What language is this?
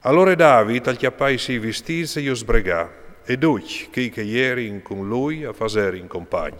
Friulian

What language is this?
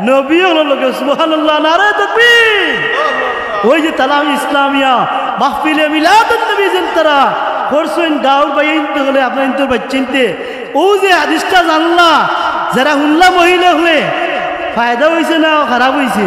Sylheti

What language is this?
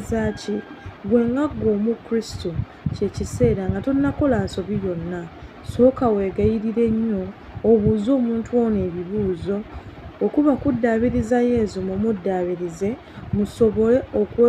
Ganda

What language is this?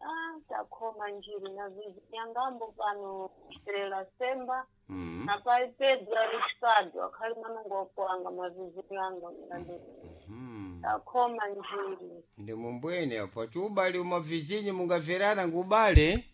Sena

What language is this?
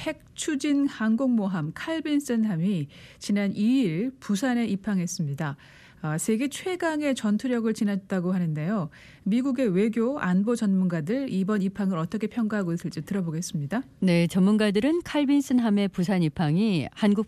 Korean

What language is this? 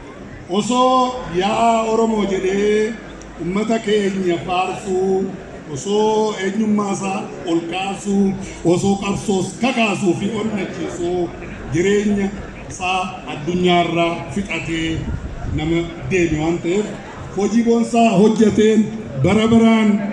Oromo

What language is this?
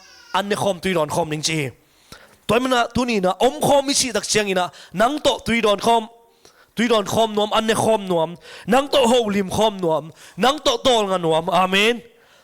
Tedim Chin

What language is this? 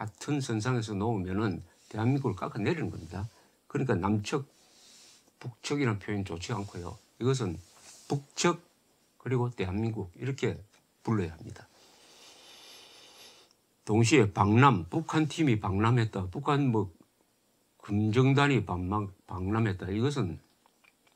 Korean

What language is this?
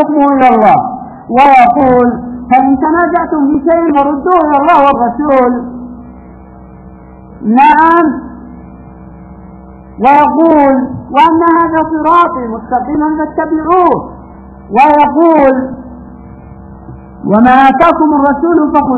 Arabic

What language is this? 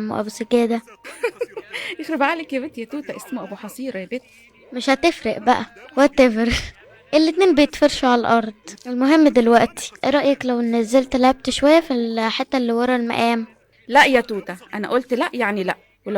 Egyptian Arabic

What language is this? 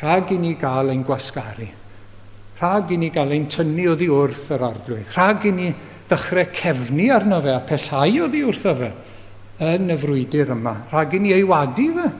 Welsh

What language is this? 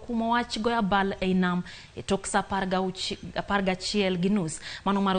Luo (Kenya and Tanzania)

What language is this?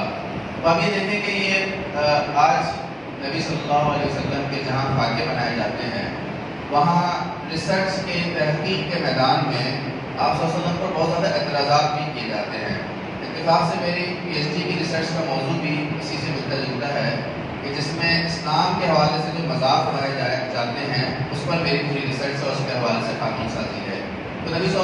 Urdu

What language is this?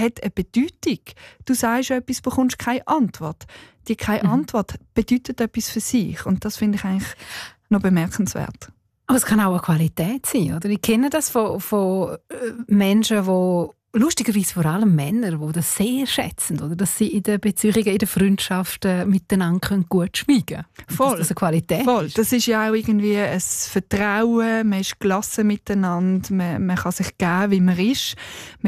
Swiss German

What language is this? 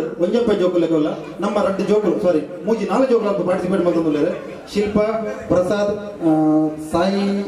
Tulu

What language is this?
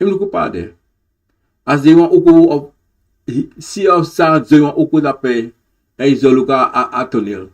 Sranan Tongo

